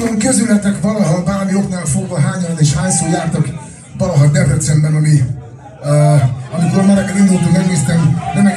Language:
Hungarian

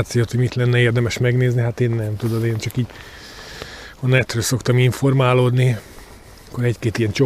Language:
Hungarian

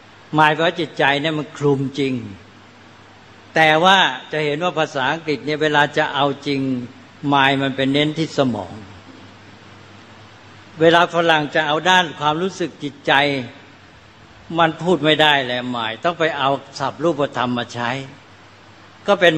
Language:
Thai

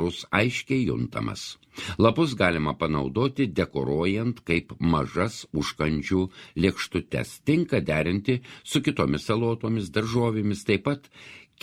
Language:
Lithuanian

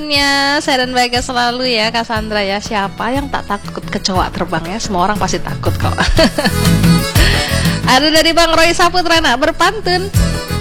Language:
Indonesian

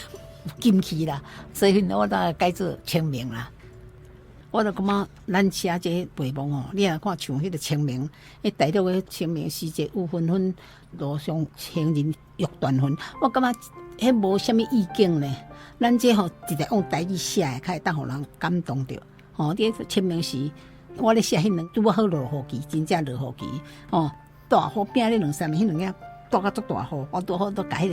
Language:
Min Nan Chinese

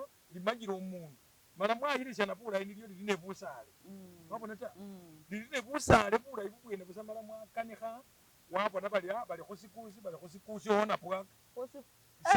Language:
Masaaba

